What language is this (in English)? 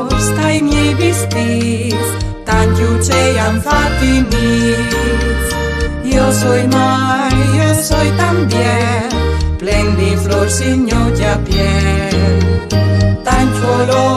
Friulian